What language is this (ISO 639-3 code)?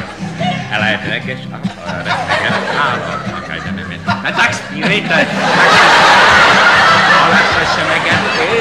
ces